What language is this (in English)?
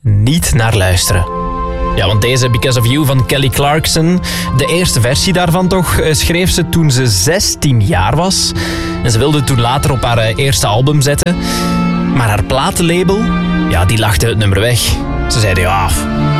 Dutch